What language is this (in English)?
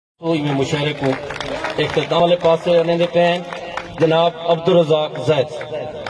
Saraiki